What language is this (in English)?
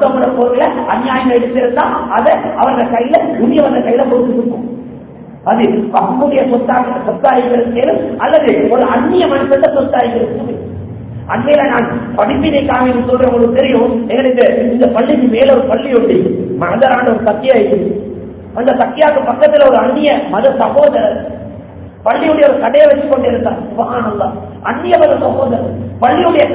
Tamil